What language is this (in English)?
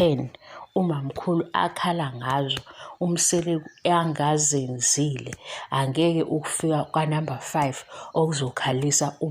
Zulu